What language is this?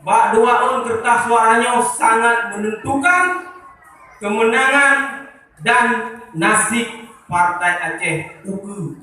Achinese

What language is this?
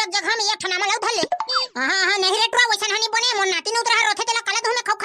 Chhattisgarhi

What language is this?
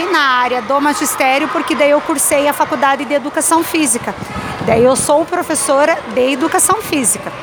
Portuguese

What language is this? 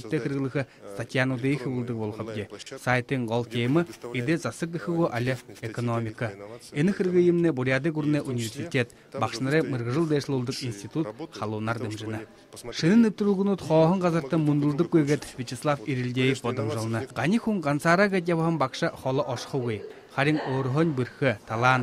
Buriat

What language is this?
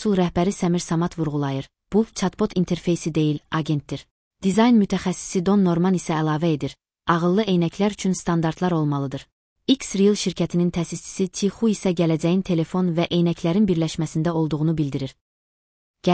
Azerbaijani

